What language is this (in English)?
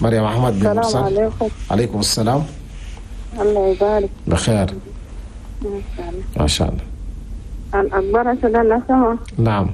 Chadian Arabic